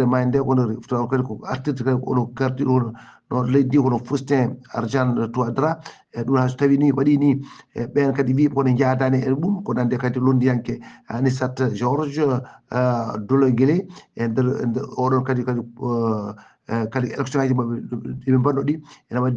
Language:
Fula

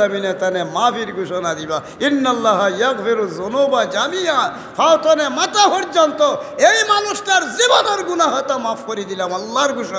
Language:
Sylheti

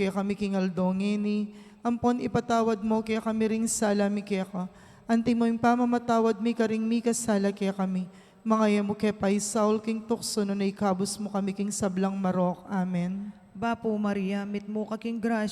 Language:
Pampanga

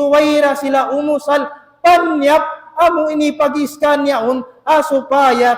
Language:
Tausug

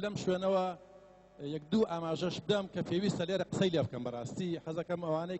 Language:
Central Kurdish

